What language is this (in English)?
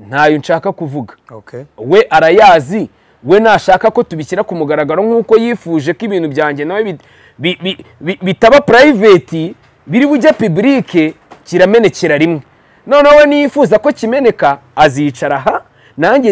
Kinyarwanda